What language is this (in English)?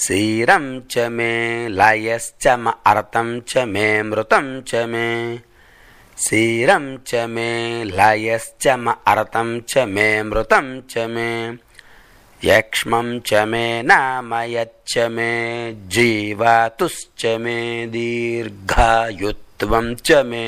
Sanskrit